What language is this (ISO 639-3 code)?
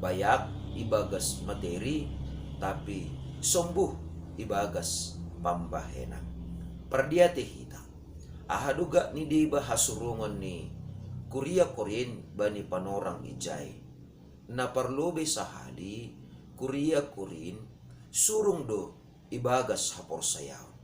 bts